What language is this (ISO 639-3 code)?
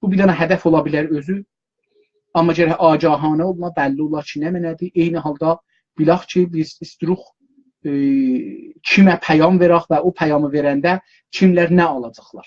azb